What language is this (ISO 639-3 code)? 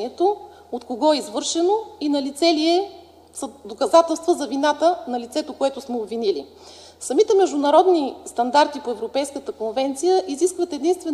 bul